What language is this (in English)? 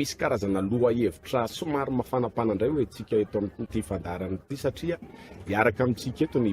Malagasy